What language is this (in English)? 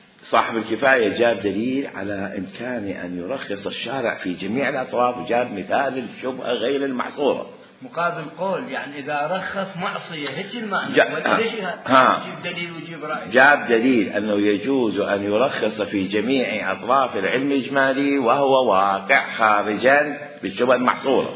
Mesopotamian Arabic